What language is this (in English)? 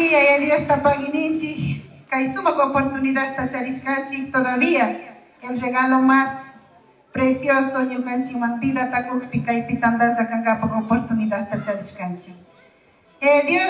Chimborazo Highland Quichua